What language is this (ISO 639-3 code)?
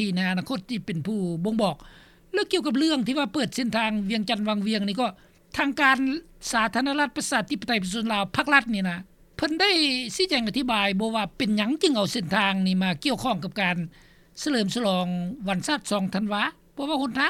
lao